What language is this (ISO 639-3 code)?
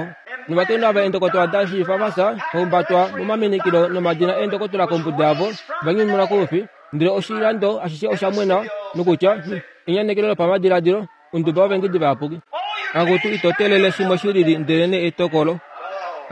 kua